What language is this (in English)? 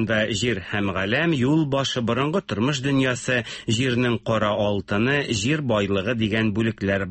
Tatar